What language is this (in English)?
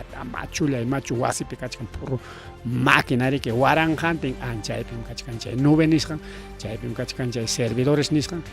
Ayacucho Quechua